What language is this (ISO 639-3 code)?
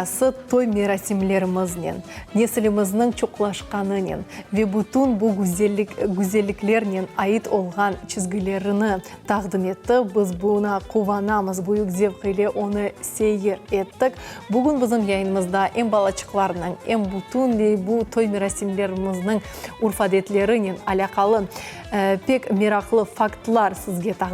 crh